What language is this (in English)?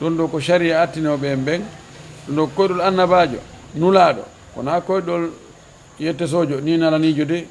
Fula